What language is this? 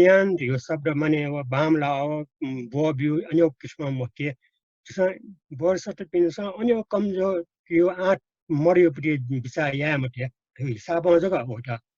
Newari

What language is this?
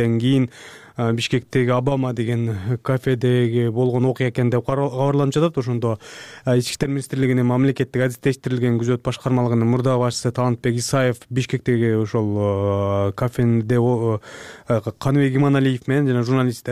Kyrgyz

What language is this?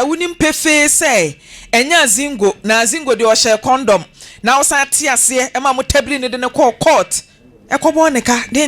Akan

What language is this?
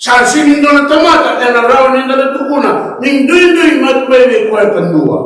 Fijian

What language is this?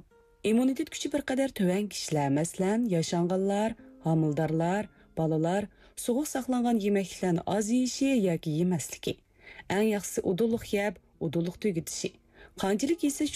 Uyghur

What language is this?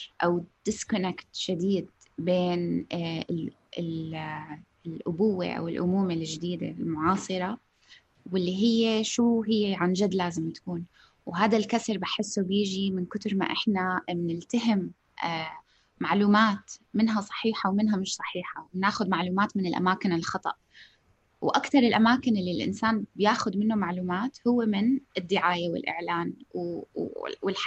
North Levantine Arabic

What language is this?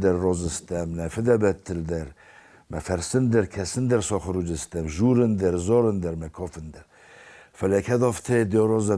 Ossetic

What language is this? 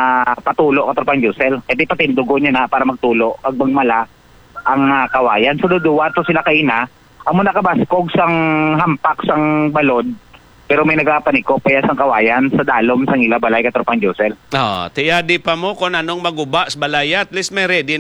Hiligaynon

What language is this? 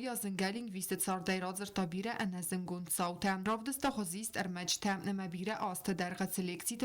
Ossetic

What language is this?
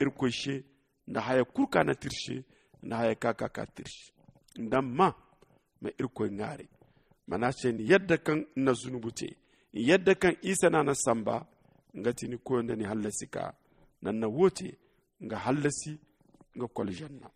Zarma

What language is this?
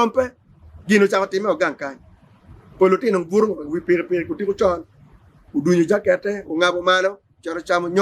Acoli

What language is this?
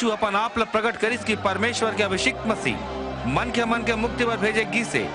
Chhattisgarhi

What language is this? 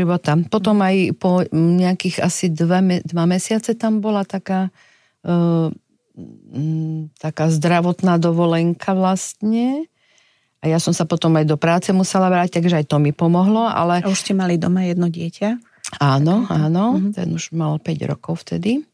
Slovak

